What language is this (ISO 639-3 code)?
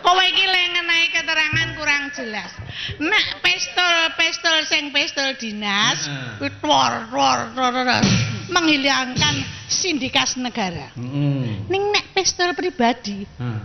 jav